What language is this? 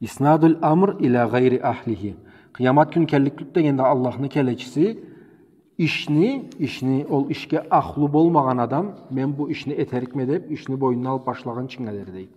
Karachay-Balkar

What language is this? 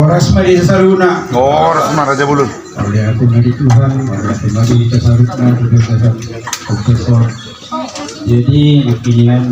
Batak Toba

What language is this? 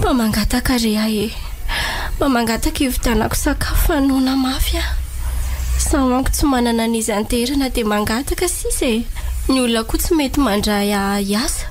Malagasy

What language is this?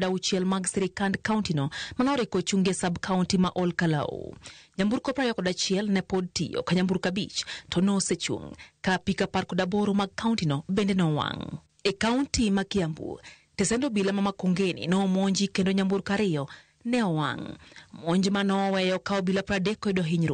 Luo (Kenya and Tanzania)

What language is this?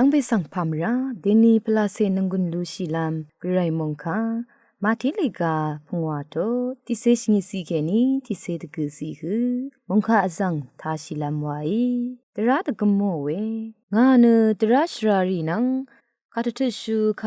Rawang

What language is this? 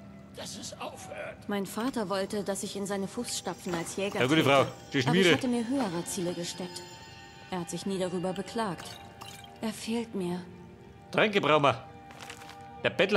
Bavarian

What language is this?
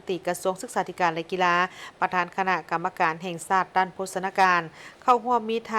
Lao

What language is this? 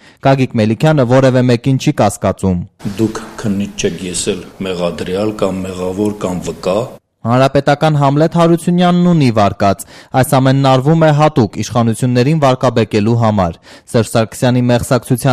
Armenian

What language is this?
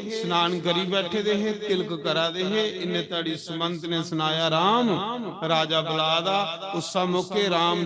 Dogri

